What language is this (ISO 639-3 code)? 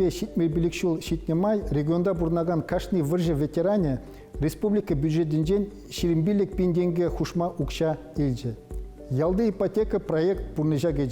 chv